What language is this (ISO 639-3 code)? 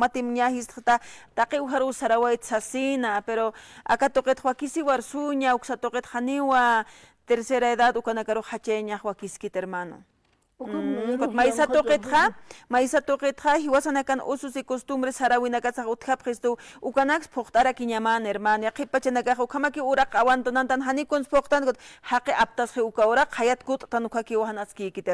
aym